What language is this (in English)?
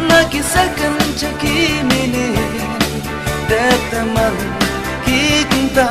Khasi